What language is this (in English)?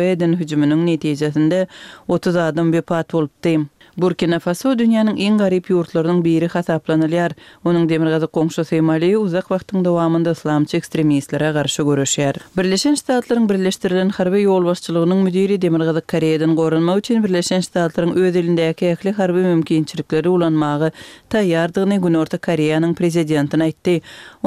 Turkmen